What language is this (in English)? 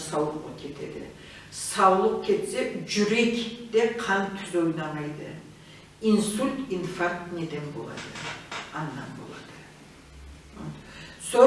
Karachay-Balkar